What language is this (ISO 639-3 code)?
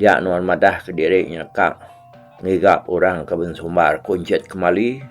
iba